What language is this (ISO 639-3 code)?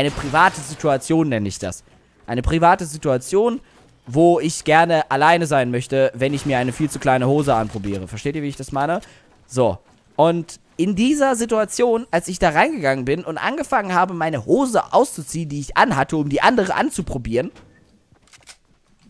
deu